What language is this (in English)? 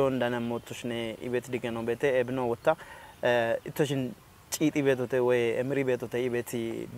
Kafa